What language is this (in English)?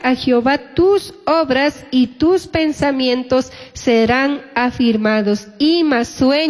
Chimborazo Highland Quichua